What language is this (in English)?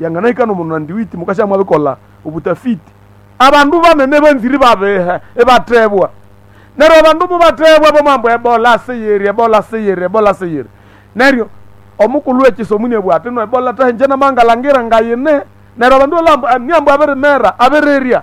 Nande